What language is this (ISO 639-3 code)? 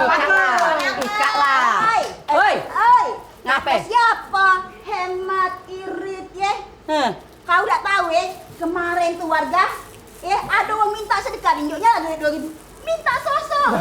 mui